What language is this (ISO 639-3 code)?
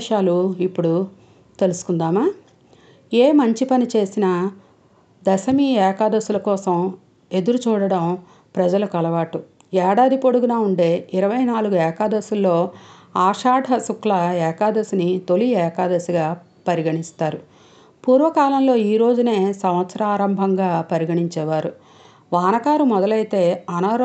tel